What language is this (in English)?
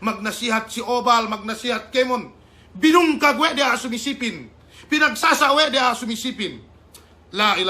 Yakan